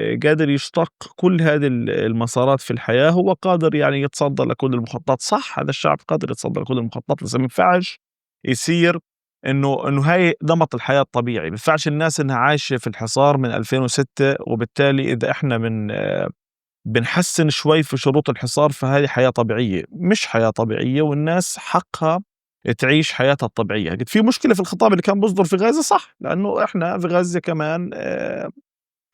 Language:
North Levantine Arabic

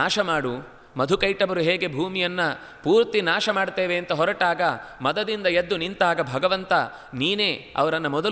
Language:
Kannada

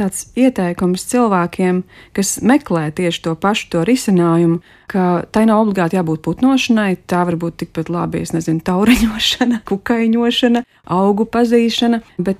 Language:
Latvian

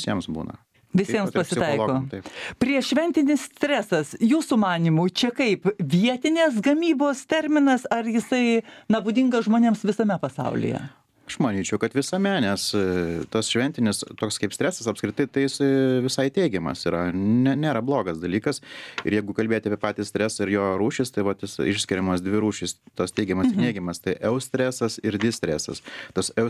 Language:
Lithuanian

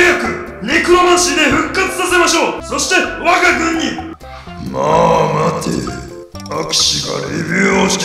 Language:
Japanese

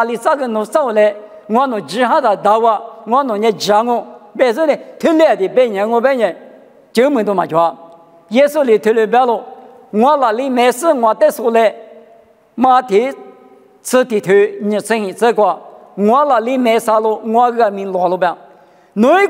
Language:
Lisu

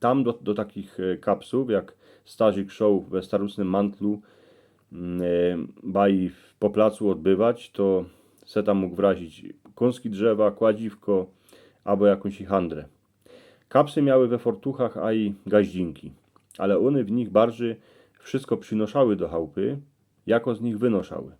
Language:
Silesian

